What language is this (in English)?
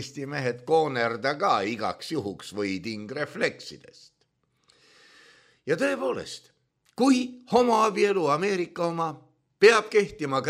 Estonian